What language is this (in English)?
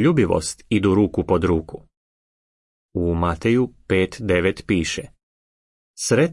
Croatian